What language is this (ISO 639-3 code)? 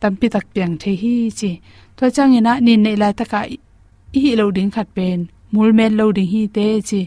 ctd